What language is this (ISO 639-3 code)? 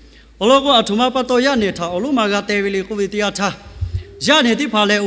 lhu